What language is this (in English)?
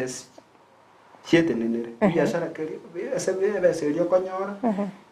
Gusii